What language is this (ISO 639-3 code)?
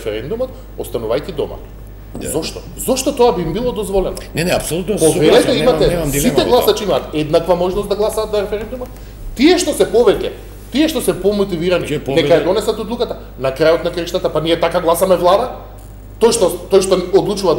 mkd